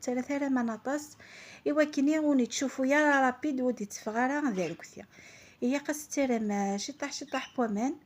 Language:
Kabyle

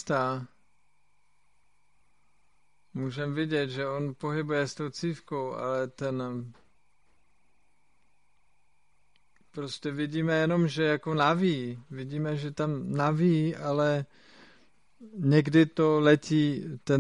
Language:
Czech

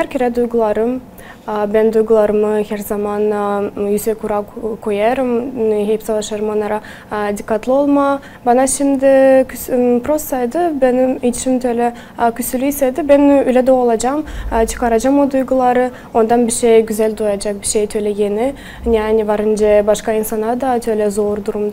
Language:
Gagauz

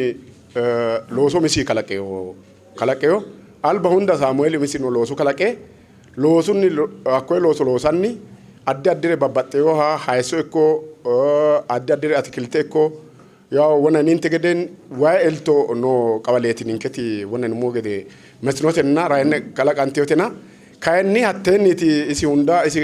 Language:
Sidamo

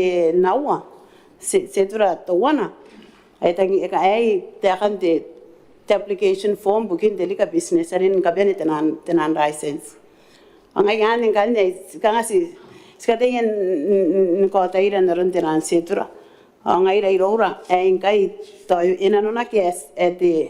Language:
Gilbertese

